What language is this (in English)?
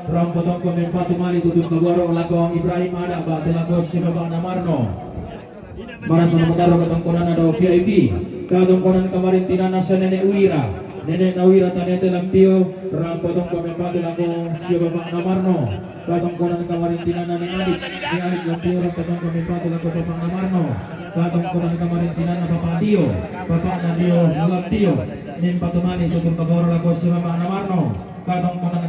Toraja-Sa'dan